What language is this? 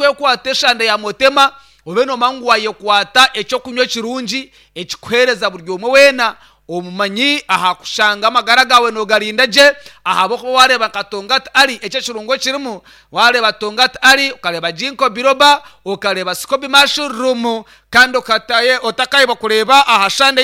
Nyankole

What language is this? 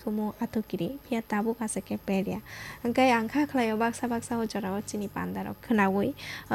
Kok Borok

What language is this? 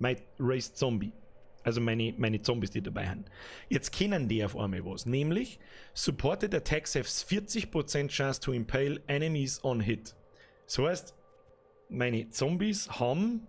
Bavarian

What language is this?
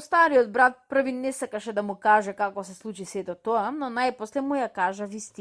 Macedonian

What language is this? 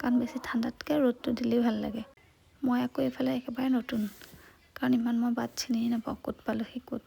Assamese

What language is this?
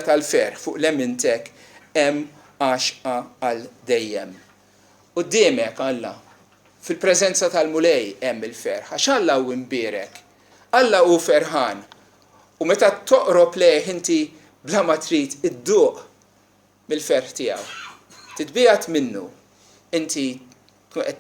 Maltese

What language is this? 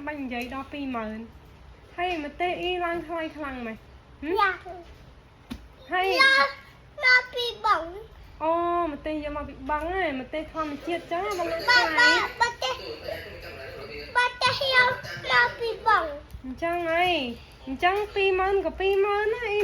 Khmer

